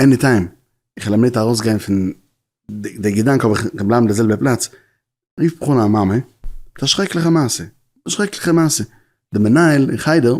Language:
Yiddish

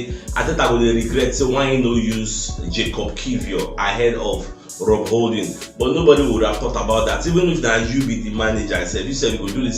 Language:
Nigerian Pidgin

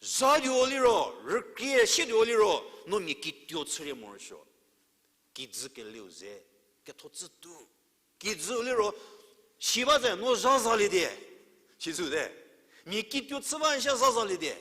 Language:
Angami Naga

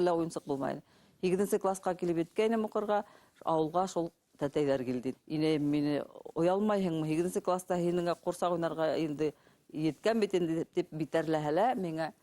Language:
Bashkir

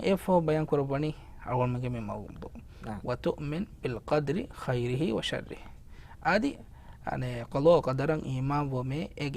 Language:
Divehi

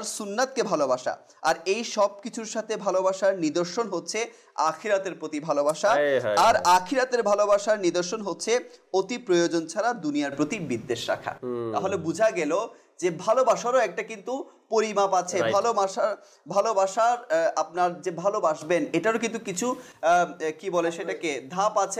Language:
Bangla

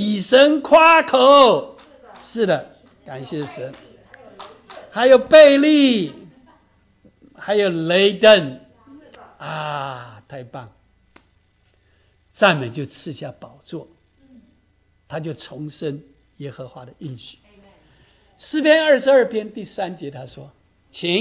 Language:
Chinese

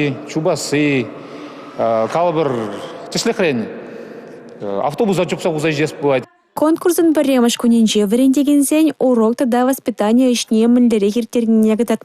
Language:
Chuvash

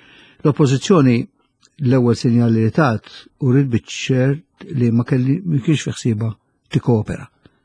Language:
Maltese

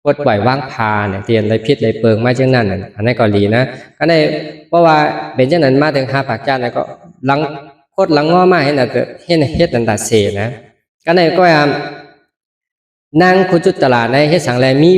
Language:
Shan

